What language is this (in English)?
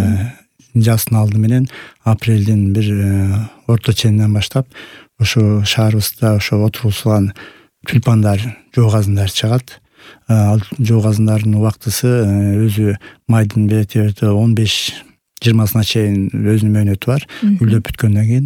Kyrgyz